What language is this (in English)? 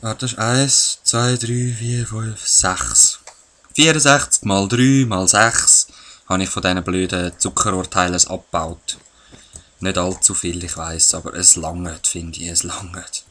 Swiss German